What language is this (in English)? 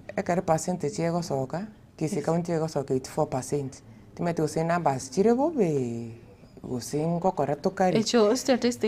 Gusii